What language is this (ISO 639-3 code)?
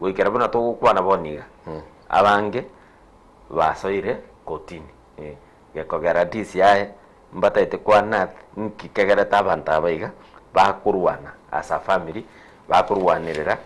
guz